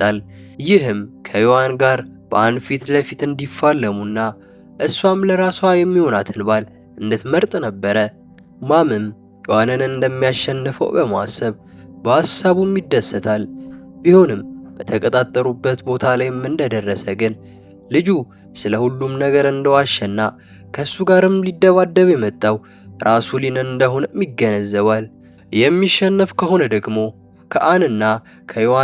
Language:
Amharic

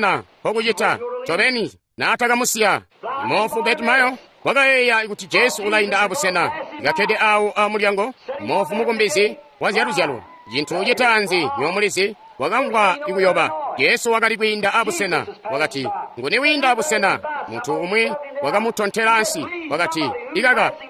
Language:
Tonga (Zambia)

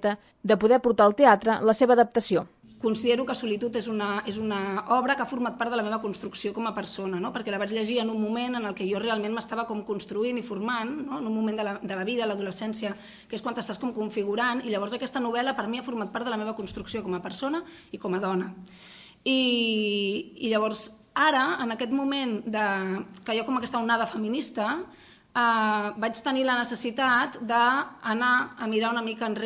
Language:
Catalan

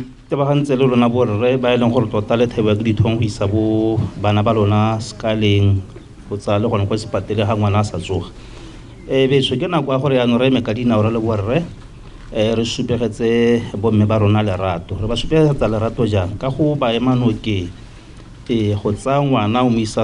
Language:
Tswana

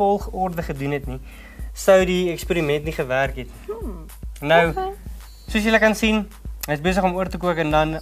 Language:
Afrikaans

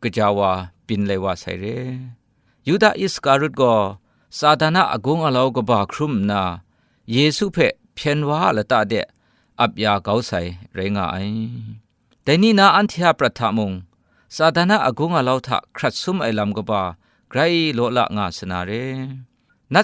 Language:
Kachin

